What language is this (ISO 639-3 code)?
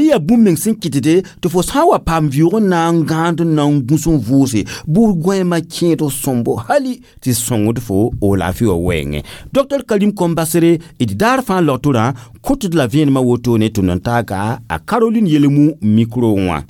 mos